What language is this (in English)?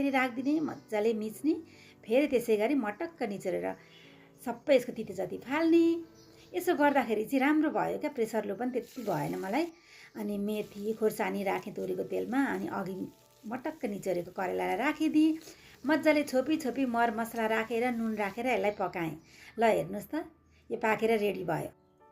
Nepali